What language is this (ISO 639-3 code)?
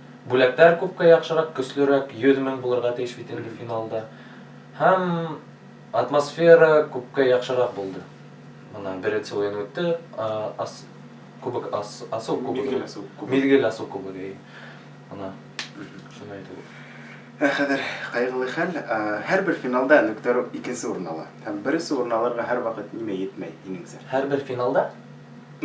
bak